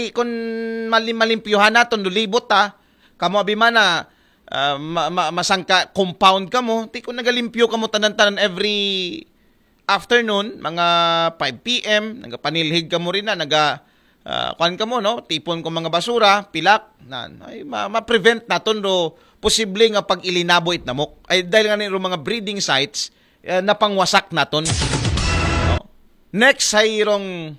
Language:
Aklanon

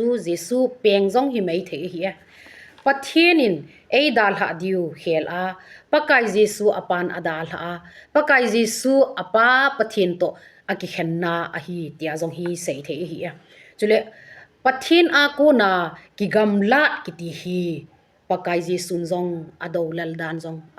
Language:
Thado Chin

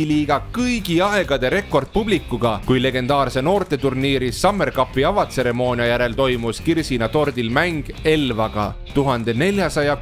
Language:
Estonian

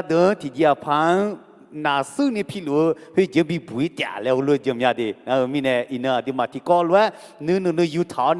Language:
Akha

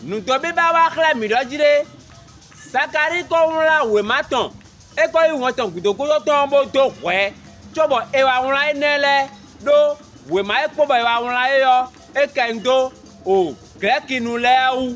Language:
Fon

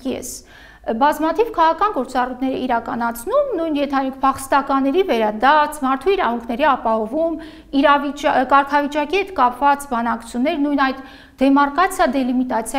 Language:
Armenian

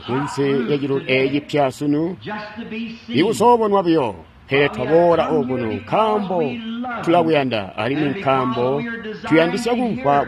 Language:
Tonga (Zambia)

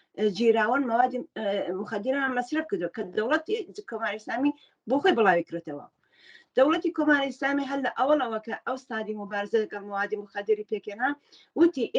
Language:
Central Kurdish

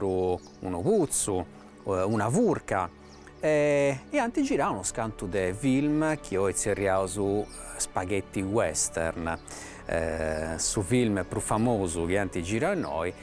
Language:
Sardinian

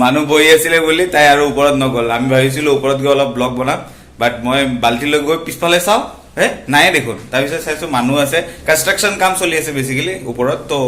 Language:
Assamese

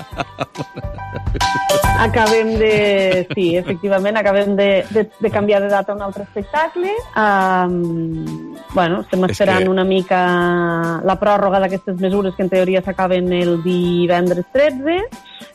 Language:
Catalan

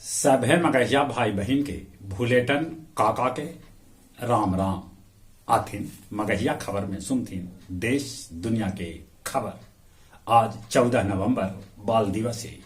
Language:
Magahi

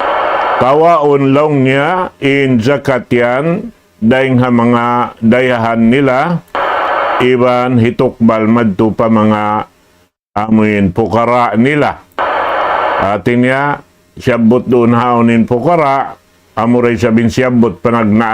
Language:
Tausug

